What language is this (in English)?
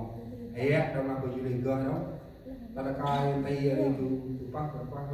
Central Mnong